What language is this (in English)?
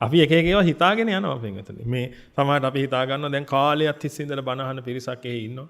Sinhala